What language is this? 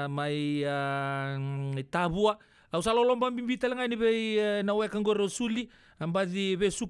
Fijian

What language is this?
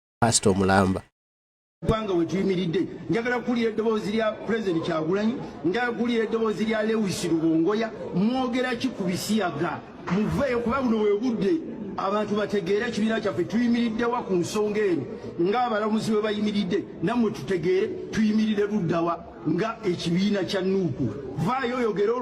Ganda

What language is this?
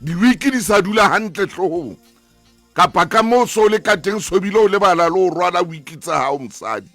Southern Sotho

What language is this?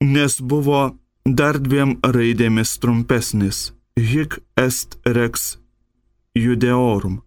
Lithuanian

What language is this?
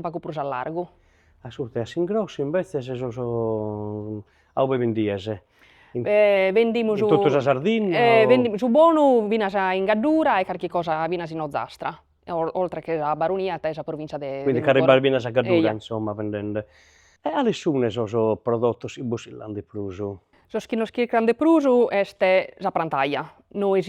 Sardinian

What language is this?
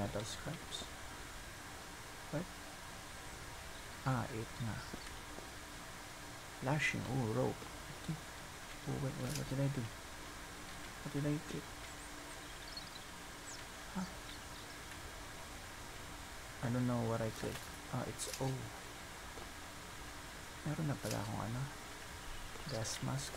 Filipino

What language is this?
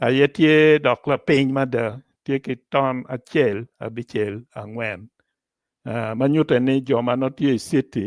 Acoli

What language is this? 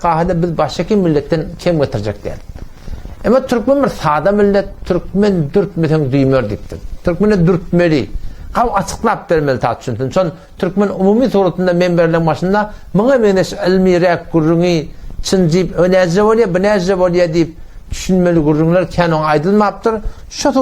Turkmen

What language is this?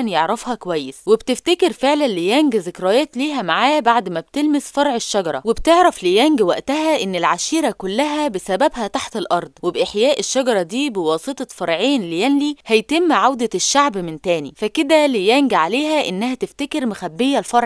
Egyptian Arabic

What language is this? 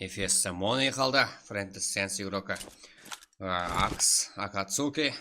Kara-Kalpak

